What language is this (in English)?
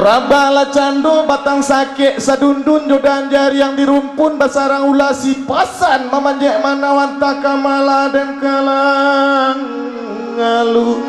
Minangkabau